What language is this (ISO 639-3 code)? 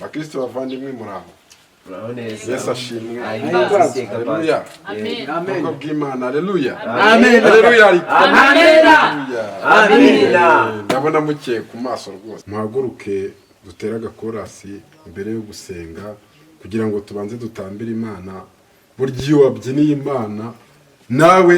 kin